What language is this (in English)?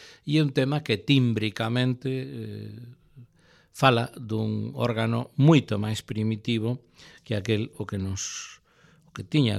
Galician